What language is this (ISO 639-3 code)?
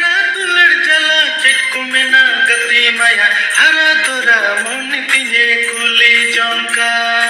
sat